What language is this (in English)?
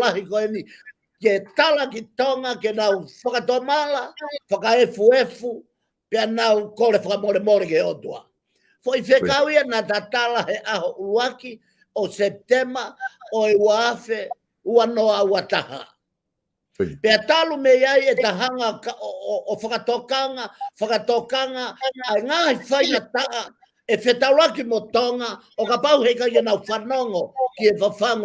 Tongan